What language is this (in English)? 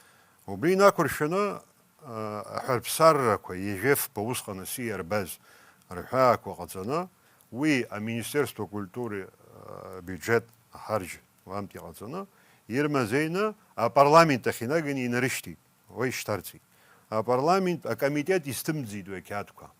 Abkhazian